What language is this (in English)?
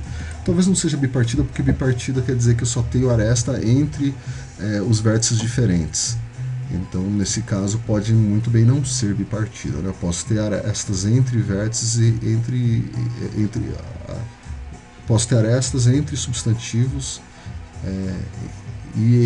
Portuguese